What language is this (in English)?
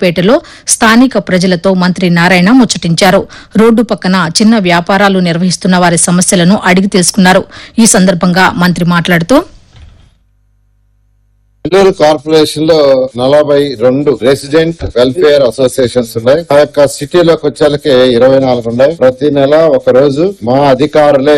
Telugu